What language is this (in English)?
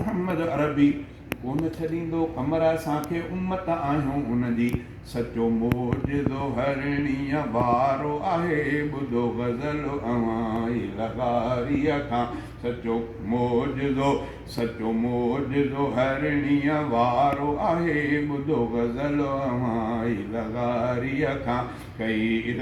Sindhi